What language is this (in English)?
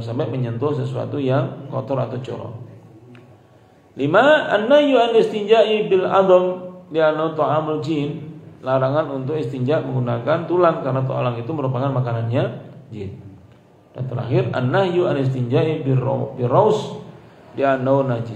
Indonesian